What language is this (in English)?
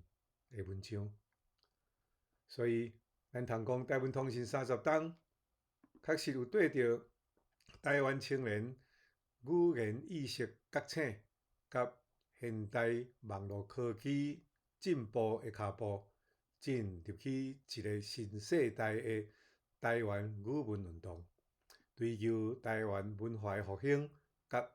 Min Nan Chinese